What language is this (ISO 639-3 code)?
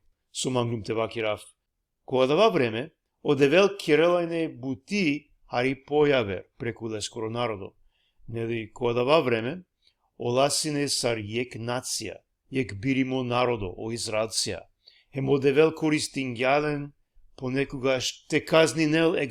rmn